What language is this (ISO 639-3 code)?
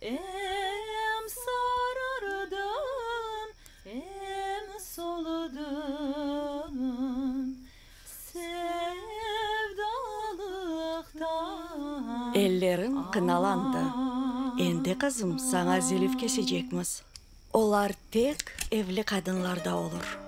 crh